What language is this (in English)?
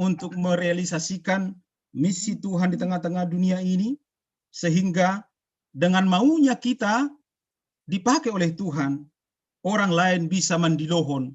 Batak Simalungun